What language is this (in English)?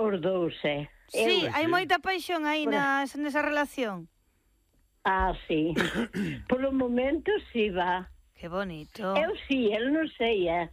Galician